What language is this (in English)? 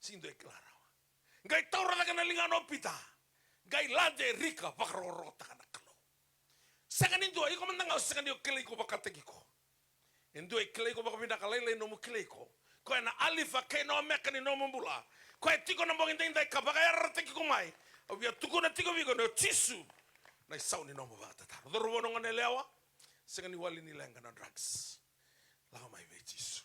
Fijian